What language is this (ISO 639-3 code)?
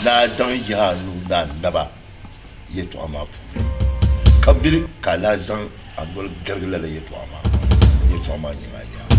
dag